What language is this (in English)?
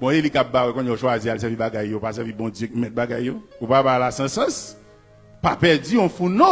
Haitian Creole